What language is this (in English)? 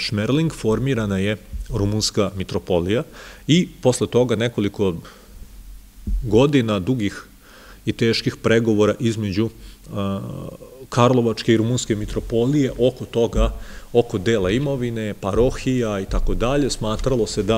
Serbian